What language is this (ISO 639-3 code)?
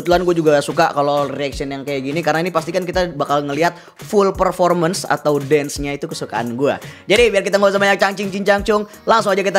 ind